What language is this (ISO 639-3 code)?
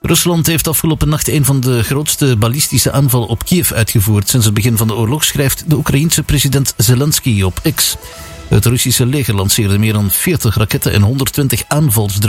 nld